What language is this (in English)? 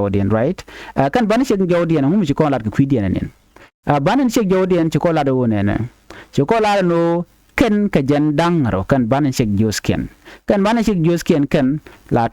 Nuer